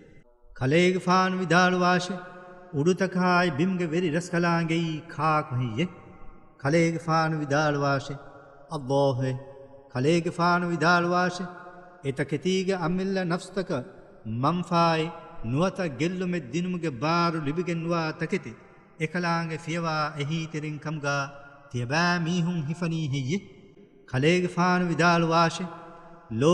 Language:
Divehi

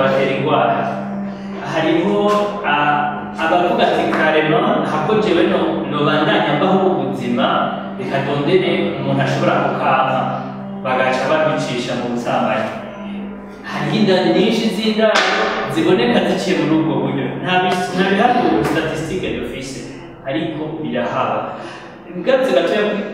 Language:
Rundi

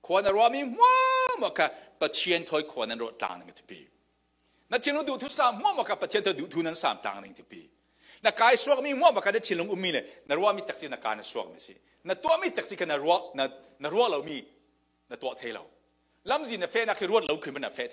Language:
Falam Chin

